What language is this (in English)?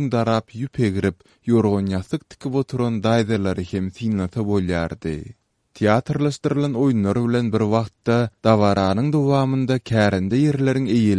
Turkmen